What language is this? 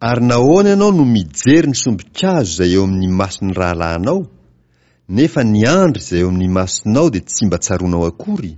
Malagasy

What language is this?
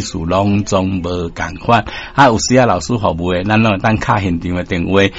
Min Nan Chinese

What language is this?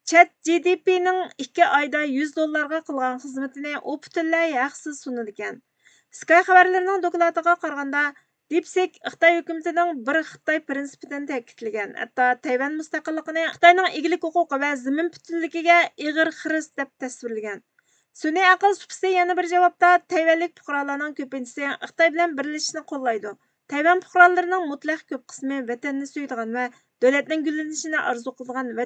Uyghur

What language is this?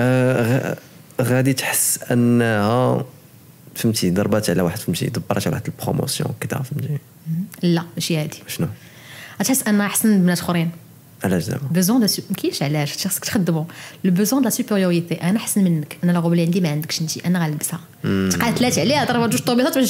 Moroccan Arabic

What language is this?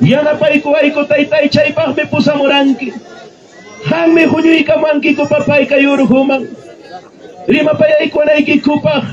Ayacucho Quechua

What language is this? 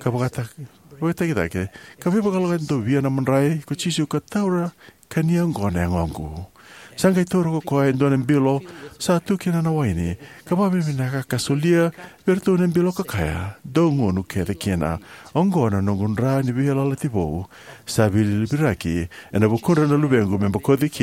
Fijian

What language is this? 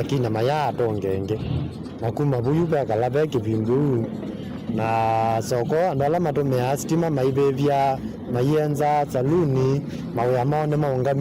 Kamba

